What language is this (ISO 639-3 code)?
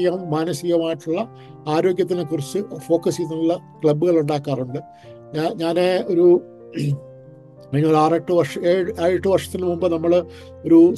mal